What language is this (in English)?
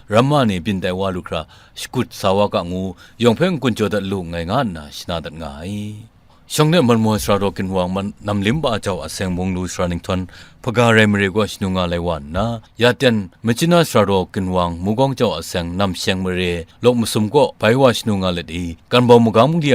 Kachin